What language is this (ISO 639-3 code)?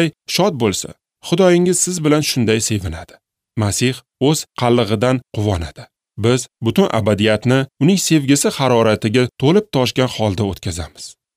uzb